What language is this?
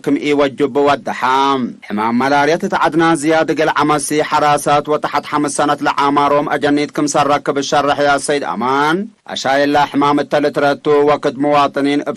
Tigre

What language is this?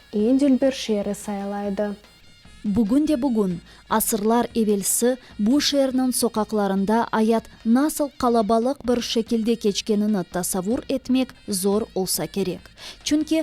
Crimean Tatar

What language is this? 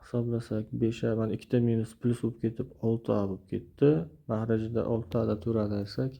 Uzbek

